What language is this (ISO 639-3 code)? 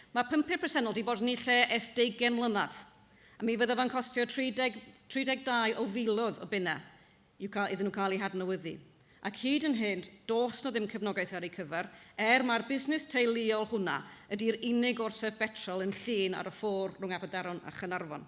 cym